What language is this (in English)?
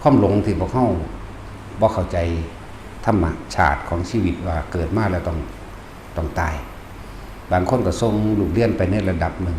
Northeastern Thai